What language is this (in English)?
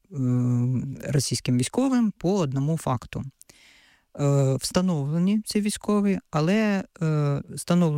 Ukrainian